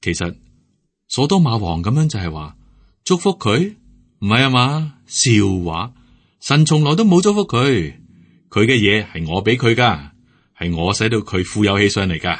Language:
Cantonese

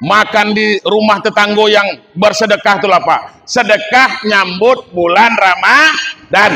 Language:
Minangkabau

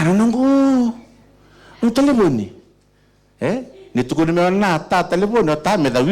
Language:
Fijian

